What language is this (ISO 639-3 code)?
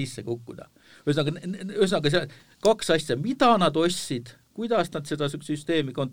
est